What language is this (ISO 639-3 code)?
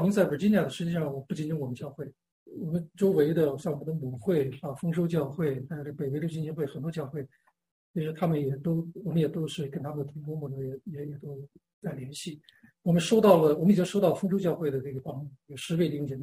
zho